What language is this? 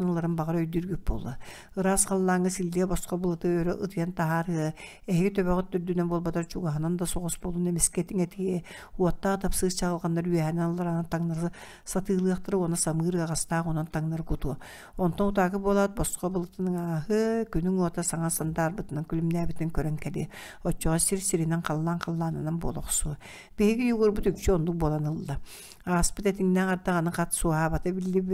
Yakut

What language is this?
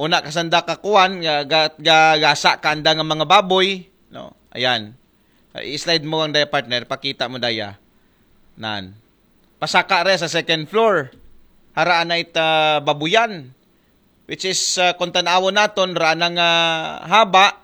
Aklanon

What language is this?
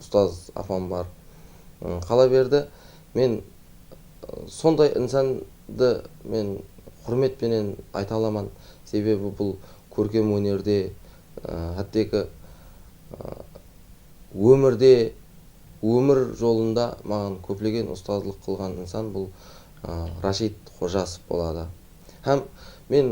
Kara-Kalpak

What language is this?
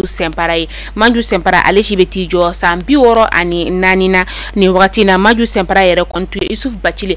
Bambara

